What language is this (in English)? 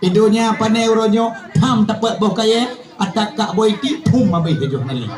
Achinese